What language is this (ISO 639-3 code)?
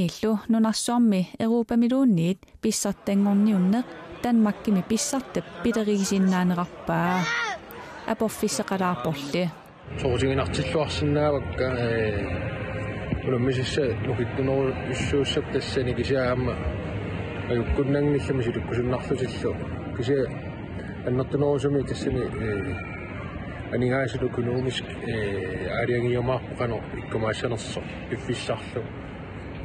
kal